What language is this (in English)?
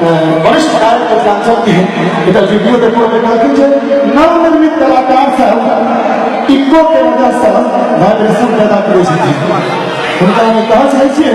Maithili